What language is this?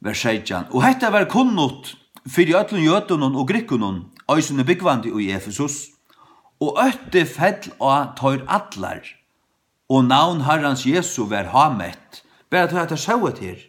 Faroese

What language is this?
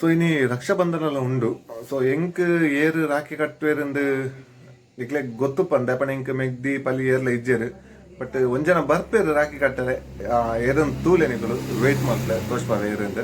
Tulu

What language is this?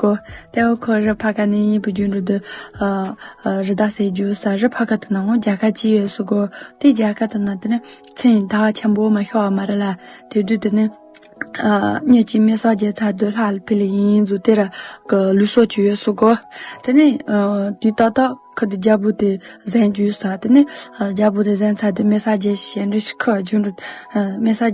Tibetan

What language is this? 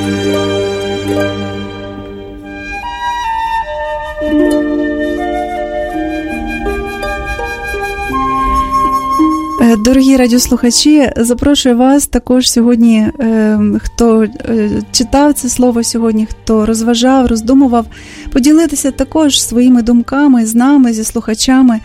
Ukrainian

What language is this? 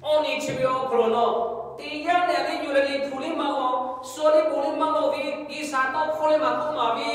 Lahu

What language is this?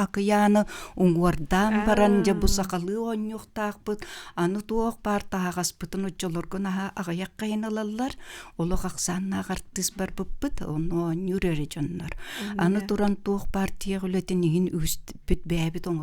Yakut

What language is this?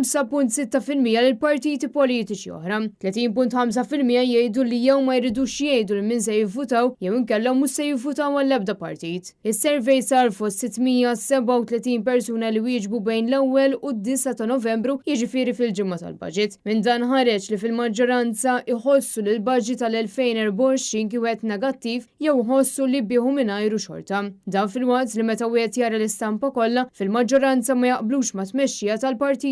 Maltese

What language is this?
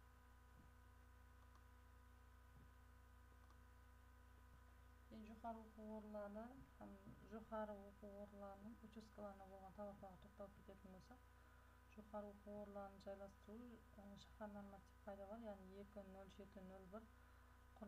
Kazakh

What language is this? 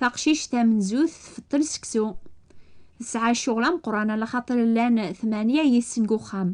Kabyle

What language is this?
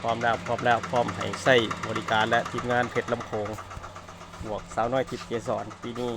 Lao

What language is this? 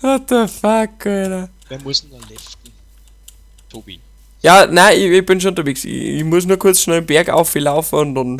Bavarian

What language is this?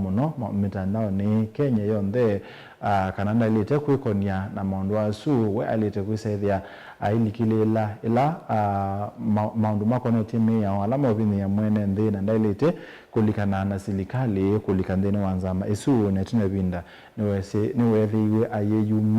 Kamba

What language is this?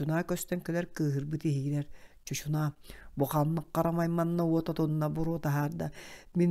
Yakut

